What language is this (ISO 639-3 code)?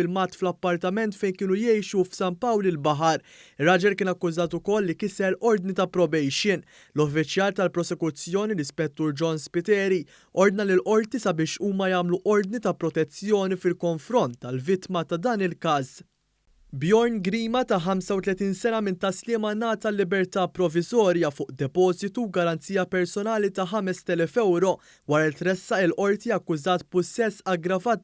mlt